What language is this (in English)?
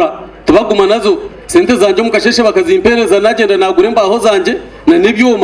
Nyankole